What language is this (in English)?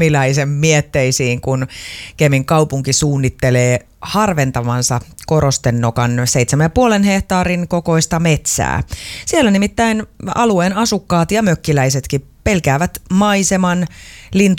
Finnish